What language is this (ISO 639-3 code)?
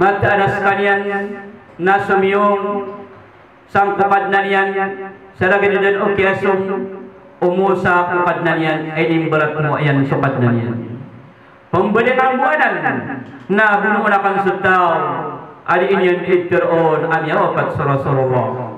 mrw